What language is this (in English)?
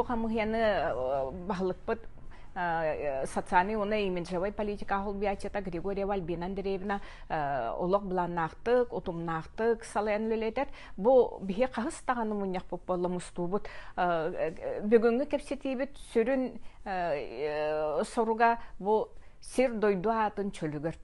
Yakut